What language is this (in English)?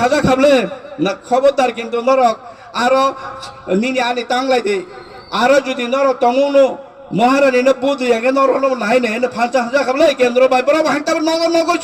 Kok Borok